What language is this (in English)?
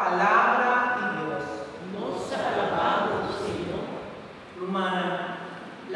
Papiamento